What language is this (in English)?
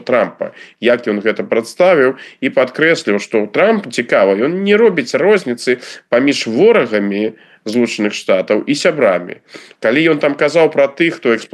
Belarusian